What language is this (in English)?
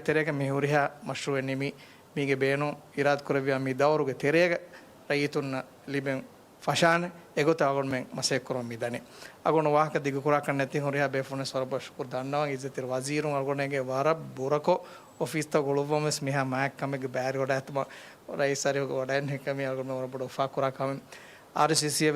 Divehi